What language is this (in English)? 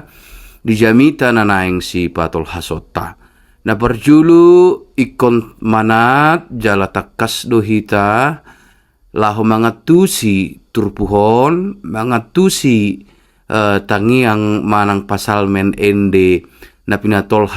Batak Toba